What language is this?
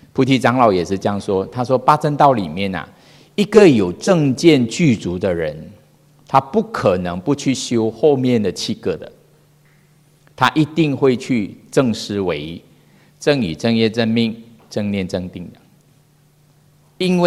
Chinese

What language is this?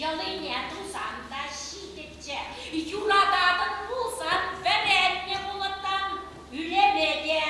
Chuvash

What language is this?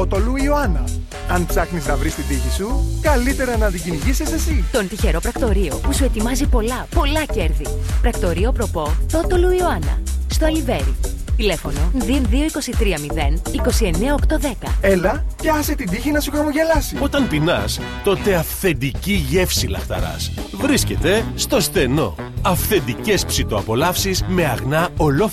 Greek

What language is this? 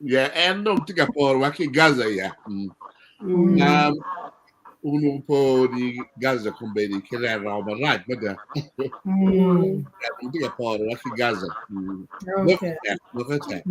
Acoli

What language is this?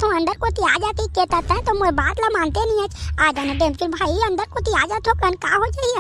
Chhattisgarhi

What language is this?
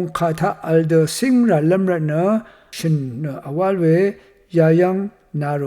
Rawang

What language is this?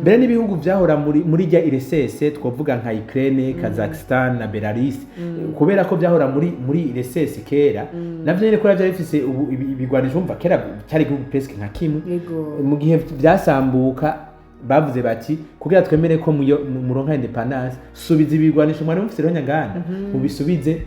Rundi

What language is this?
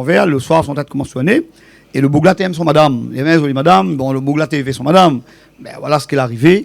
Réunion Creole French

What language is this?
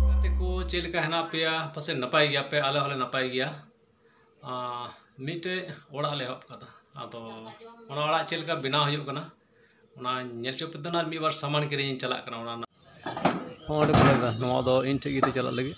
Santali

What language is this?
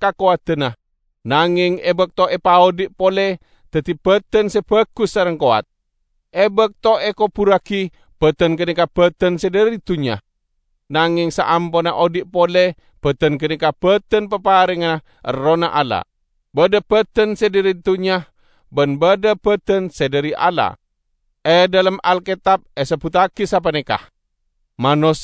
Madurese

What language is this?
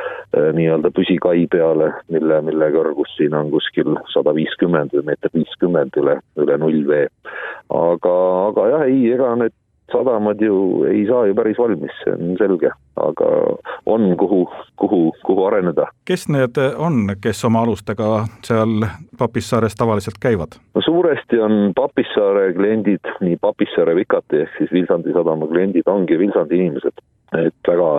Estonian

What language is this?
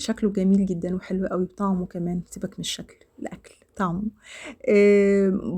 Egyptian Arabic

